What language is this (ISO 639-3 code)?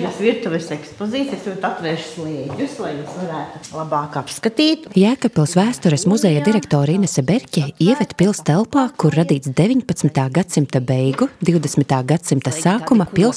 lav